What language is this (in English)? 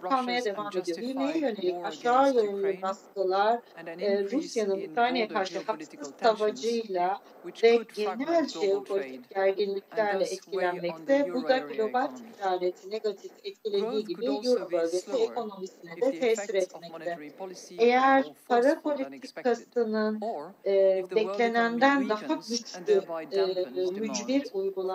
Turkish